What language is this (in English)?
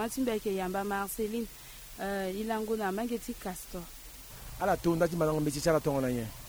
Sango